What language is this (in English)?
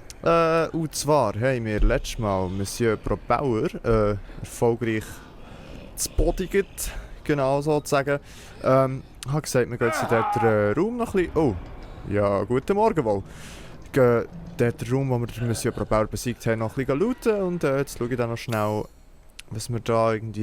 Swiss German